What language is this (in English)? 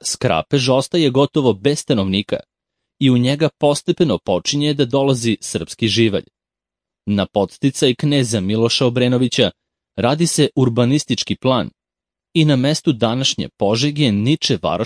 Serbian